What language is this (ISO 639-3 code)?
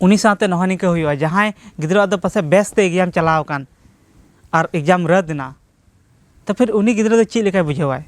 sat